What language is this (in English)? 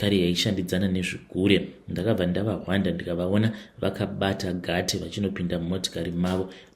Shona